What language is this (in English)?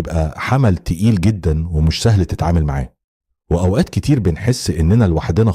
Egyptian Arabic